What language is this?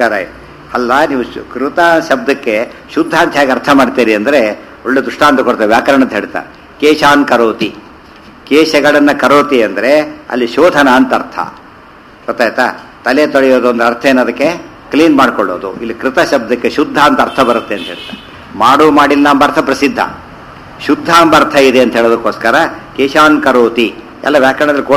Kannada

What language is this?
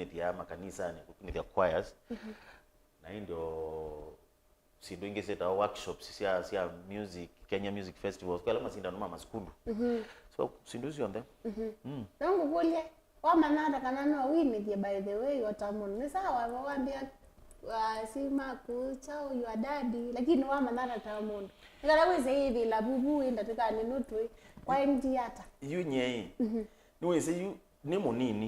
Kamba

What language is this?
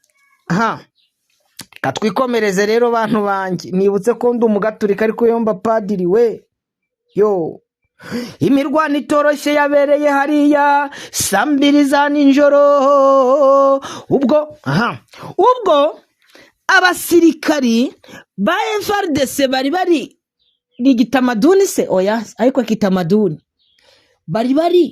Kinyarwanda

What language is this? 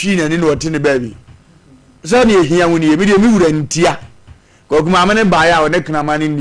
Akan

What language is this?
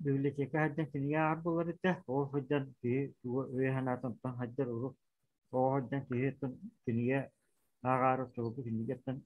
Yakut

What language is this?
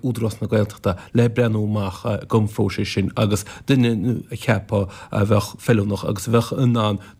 Irish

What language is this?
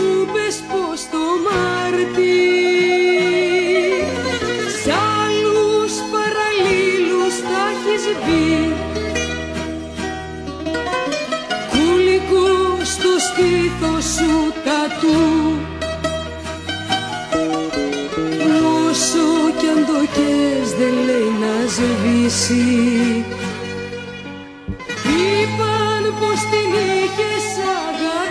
Greek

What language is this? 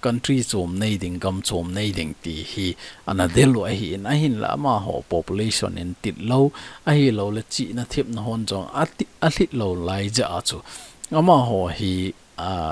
Thado Chin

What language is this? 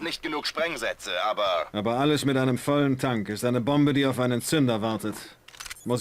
Bavarian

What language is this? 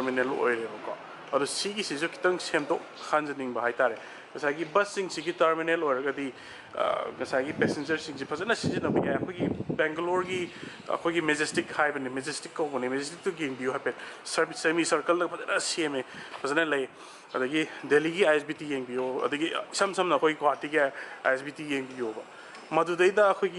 Manipuri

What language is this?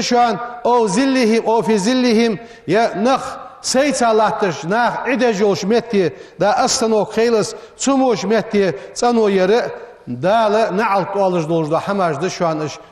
Ingush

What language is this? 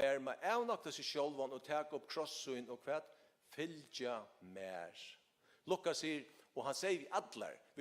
Faroese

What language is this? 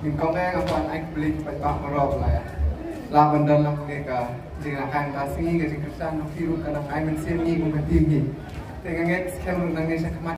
Khasi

